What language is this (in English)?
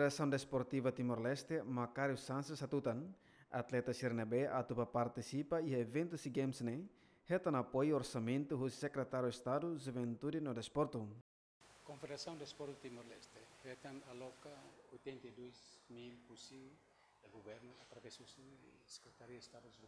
Tetum